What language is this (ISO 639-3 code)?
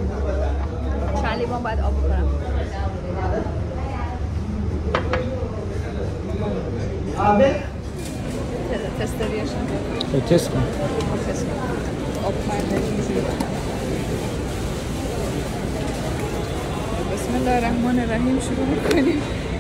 fas